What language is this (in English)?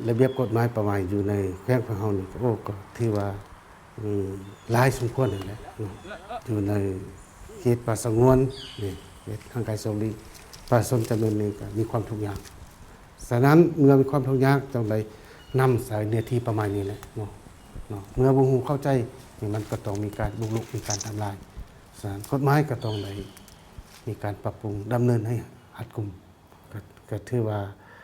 Lao